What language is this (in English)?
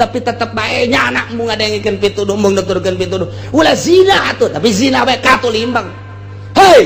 Sundanese